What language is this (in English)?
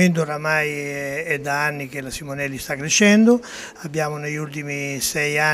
Italian